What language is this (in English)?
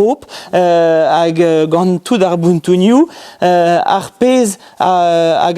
Breton